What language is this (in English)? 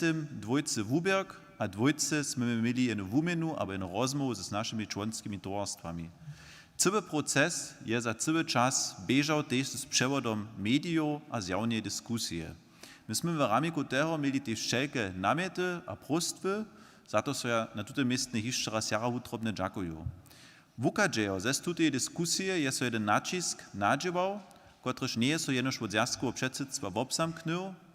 Upper Sorbian